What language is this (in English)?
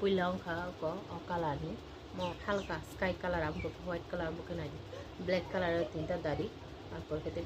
Kok Borok